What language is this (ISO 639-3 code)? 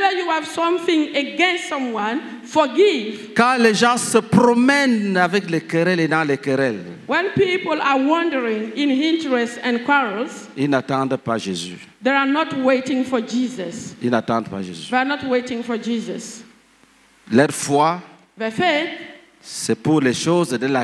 fra